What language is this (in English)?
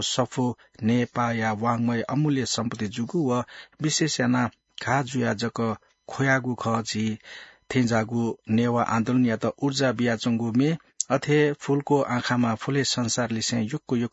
Newari